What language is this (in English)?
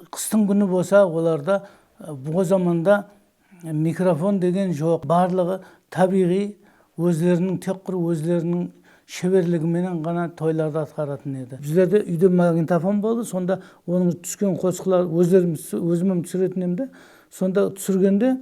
Kara-Kalpak